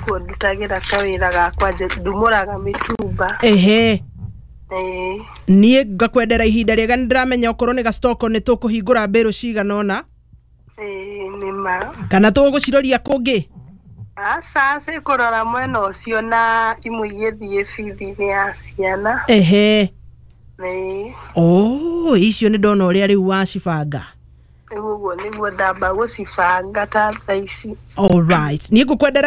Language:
Kikuyu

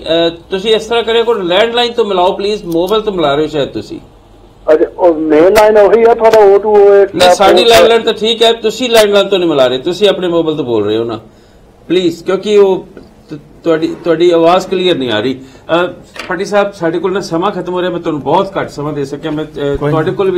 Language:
Punjabi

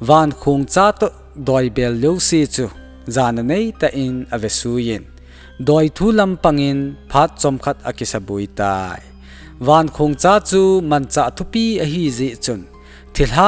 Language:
Thado Chin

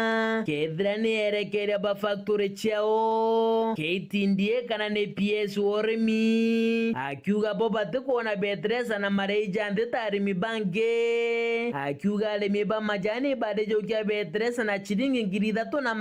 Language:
Meru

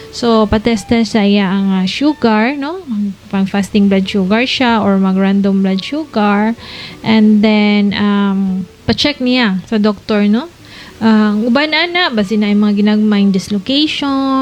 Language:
Cebuano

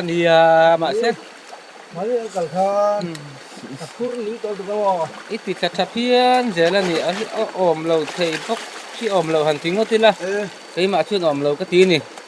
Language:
Mizo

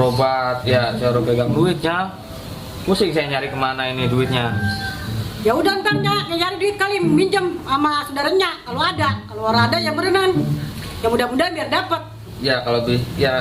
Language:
Betawi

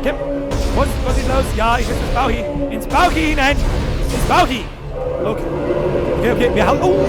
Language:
Bavarian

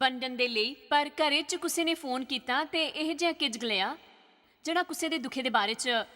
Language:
Dogri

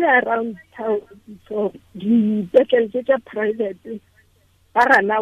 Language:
Tswana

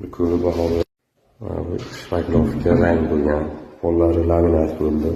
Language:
Uzbek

